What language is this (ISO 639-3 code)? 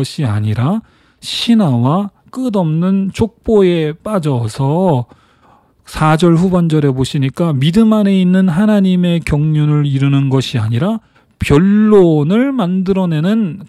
kor